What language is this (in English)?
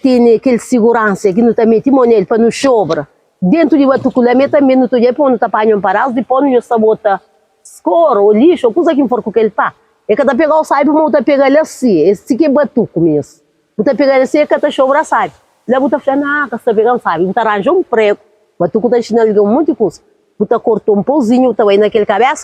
Kabuverdianu